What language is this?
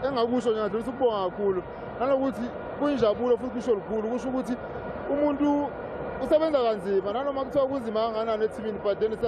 Zulu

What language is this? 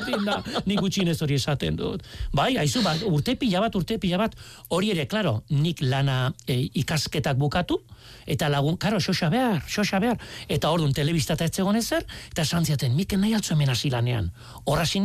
Basque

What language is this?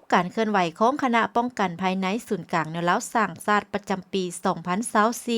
Lao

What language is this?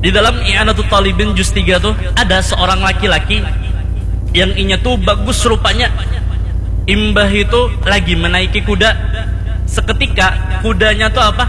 Banjar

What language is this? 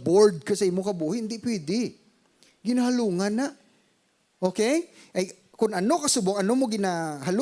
Hiligaynon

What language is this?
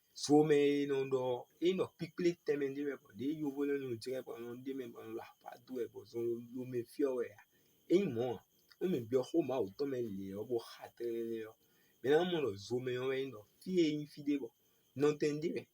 Fon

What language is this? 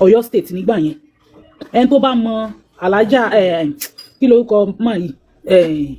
Yoruba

